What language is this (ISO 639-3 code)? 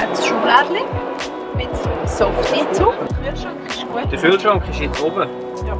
gsw